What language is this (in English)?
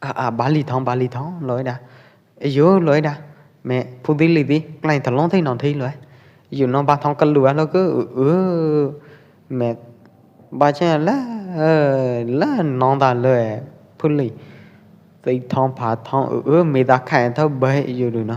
Pwo Eastern Karen